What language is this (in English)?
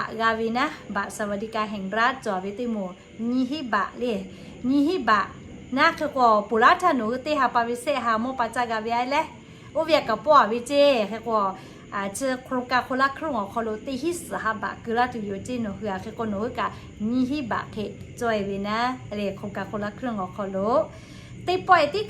Lahu